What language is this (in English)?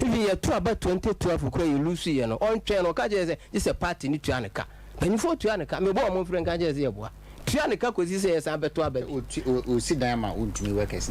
Akan